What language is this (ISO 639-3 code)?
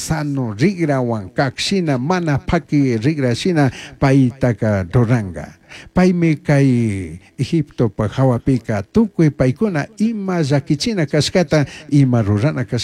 qug